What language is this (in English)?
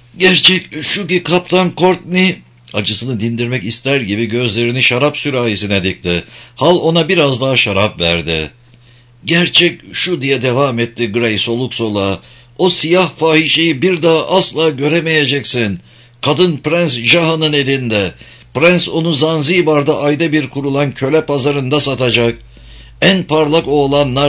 Turkish